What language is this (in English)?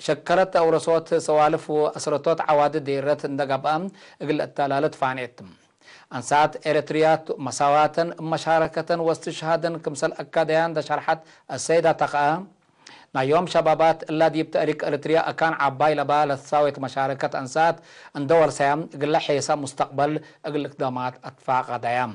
Tigre